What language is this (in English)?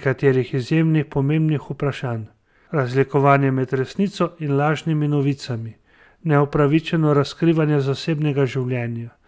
Slovenian